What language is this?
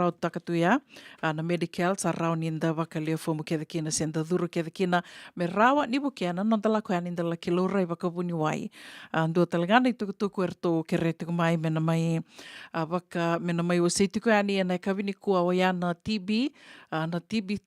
Fijian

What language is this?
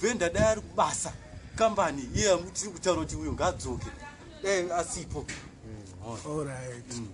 Shona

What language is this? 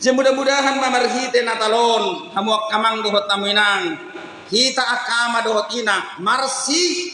Batak Toba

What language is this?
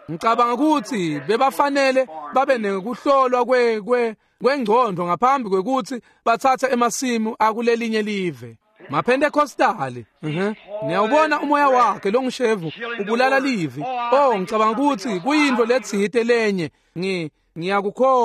Swati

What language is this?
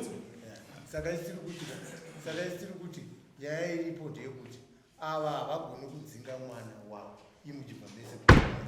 Shona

